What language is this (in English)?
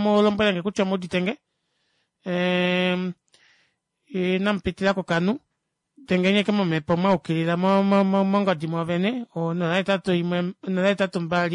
Kuanyama